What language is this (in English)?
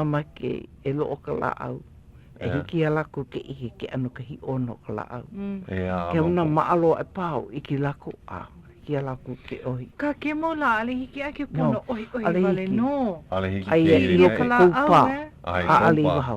Hawaiian